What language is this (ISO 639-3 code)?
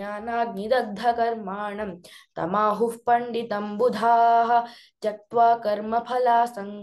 san